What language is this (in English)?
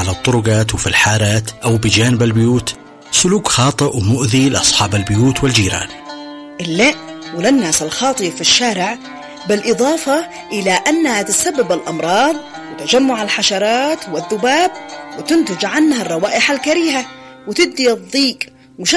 Arabic